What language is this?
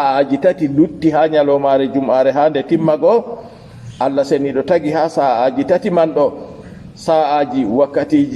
Fula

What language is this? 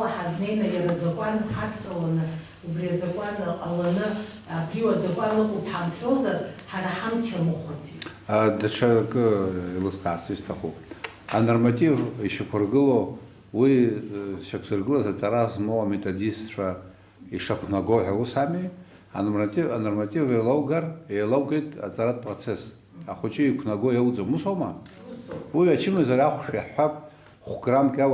Abkhazian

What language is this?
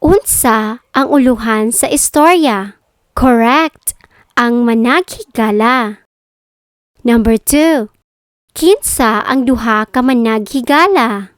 Cebuano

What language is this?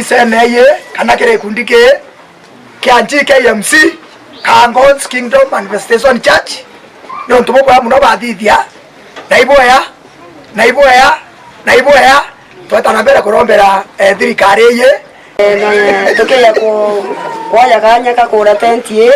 Meru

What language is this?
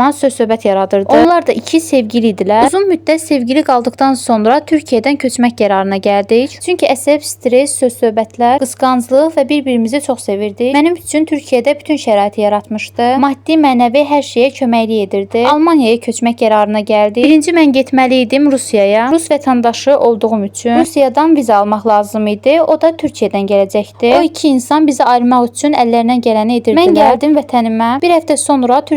Azerbaijani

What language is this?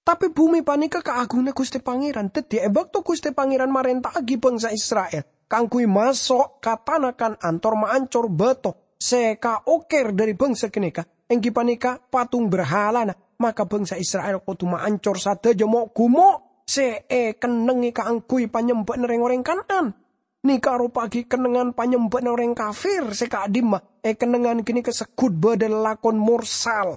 Madurese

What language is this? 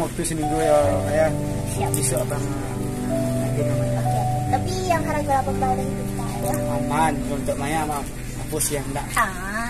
Minangkabau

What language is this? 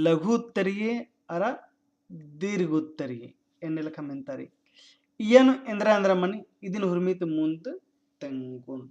Kurukh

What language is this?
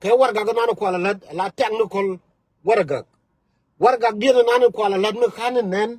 Nuer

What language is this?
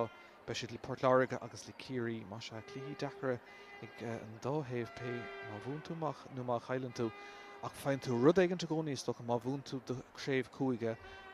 Irish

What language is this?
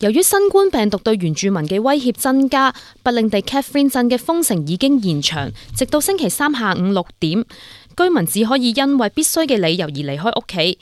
Cantonese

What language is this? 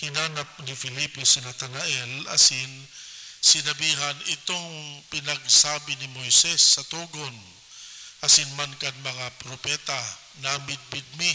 Bikol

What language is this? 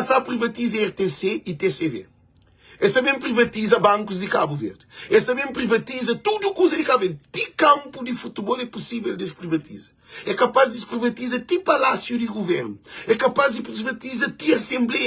Kabuverdianu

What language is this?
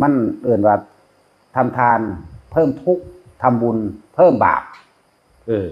Northeastern Thai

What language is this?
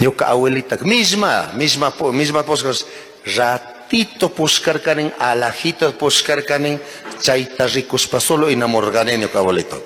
Chimborazo Highland Quichua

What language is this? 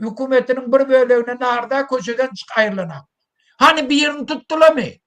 Turkmen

